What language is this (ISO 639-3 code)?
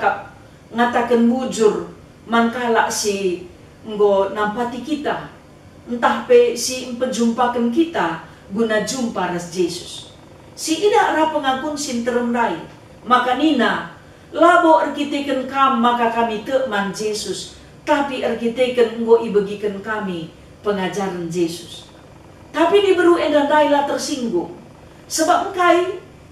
btx